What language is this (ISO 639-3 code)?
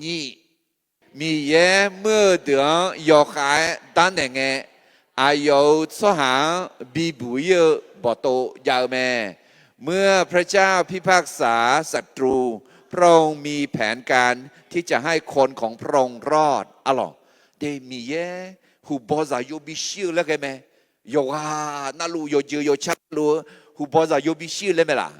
ahk